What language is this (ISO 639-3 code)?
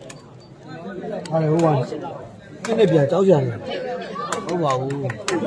mya